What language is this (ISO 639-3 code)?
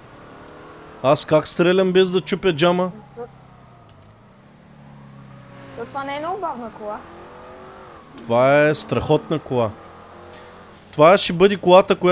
bul